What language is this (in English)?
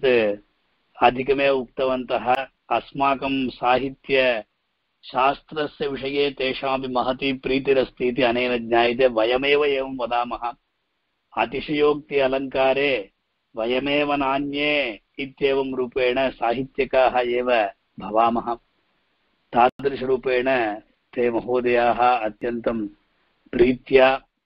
Sanskrit